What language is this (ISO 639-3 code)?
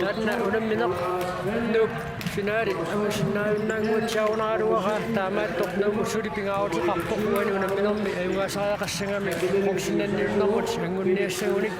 kal